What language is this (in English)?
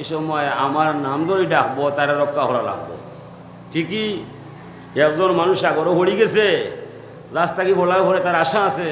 Sylheti